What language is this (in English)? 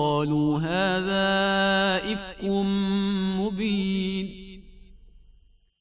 Bosnian